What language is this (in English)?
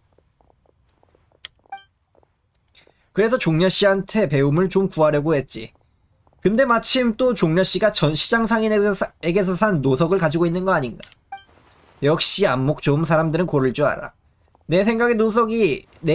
Korean